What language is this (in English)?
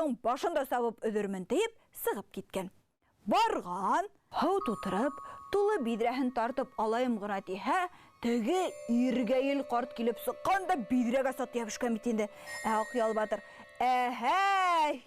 Bashkir